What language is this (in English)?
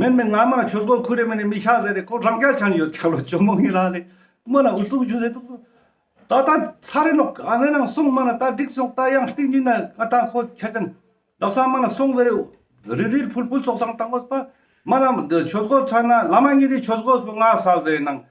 Ladakhi